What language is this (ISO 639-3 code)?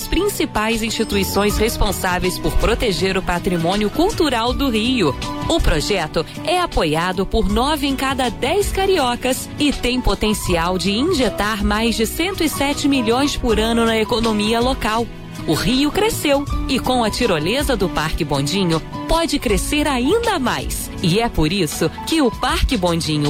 por